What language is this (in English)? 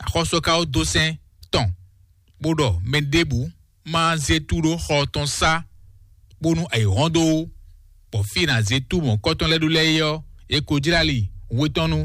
Fon